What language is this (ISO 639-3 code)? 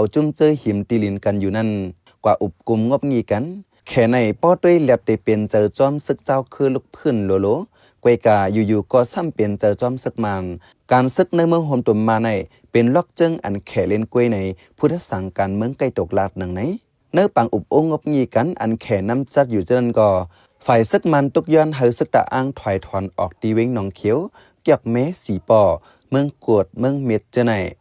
shn